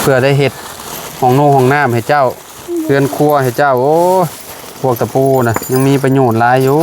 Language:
Lao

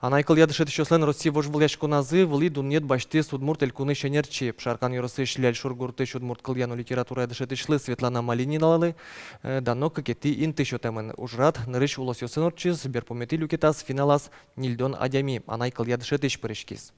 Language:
Udmurt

